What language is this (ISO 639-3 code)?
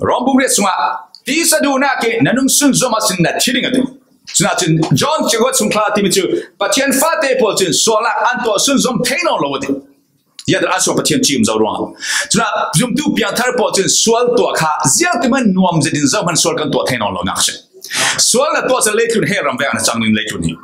cfm